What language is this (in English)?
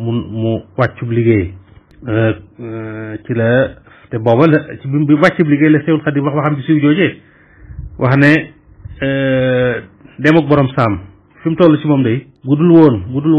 Wolof